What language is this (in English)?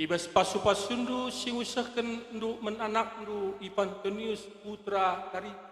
Batak Karo